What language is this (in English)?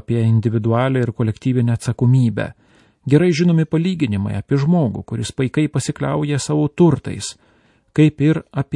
Lithuanian